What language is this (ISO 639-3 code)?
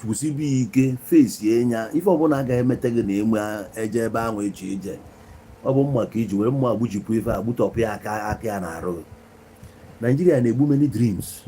ibo